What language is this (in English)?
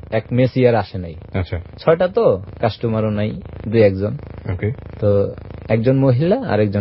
Bangla